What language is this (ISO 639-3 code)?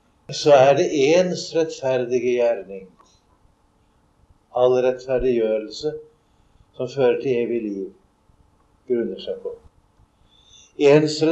nor